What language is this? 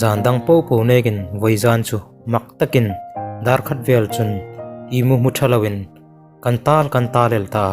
Hmar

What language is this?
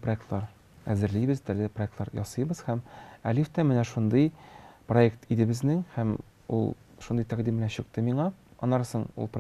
Tatar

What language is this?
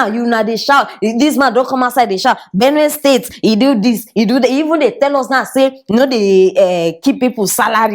Nigerian Pidgin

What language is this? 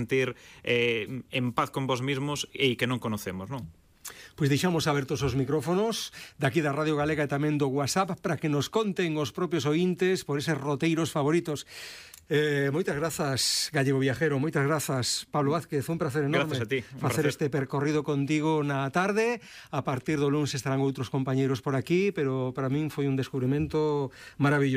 Galician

